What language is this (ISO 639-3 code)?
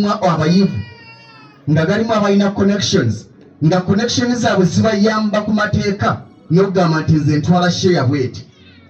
lug